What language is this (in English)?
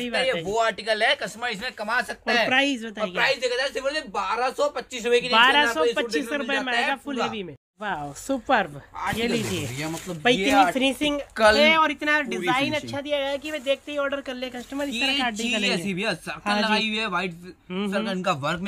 Hindi